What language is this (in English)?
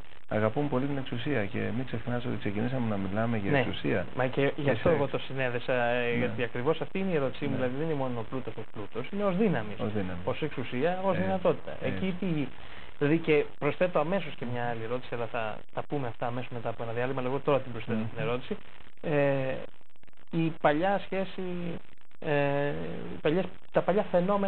Greek